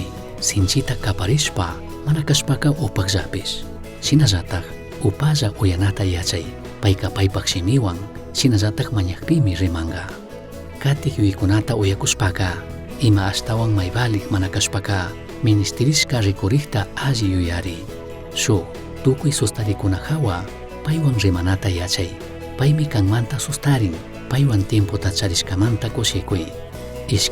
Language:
Chimborazo Highland Quichua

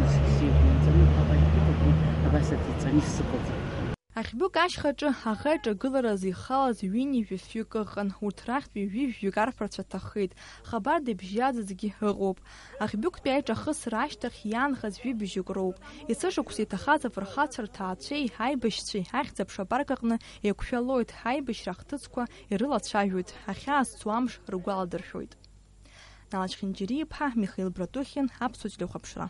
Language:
Abkhazian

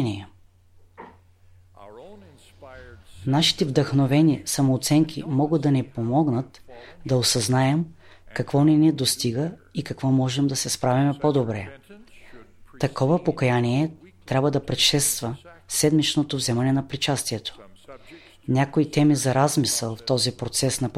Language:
Bulgarian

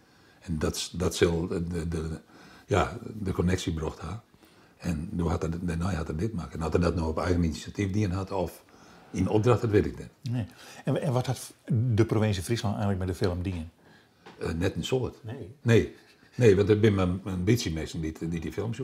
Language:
Western Frisian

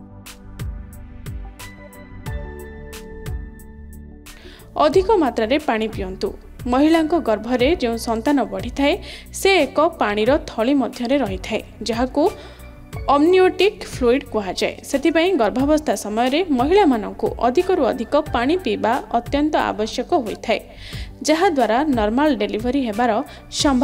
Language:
Odia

